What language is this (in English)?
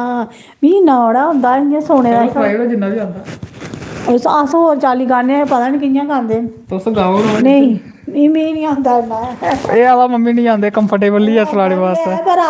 Dogri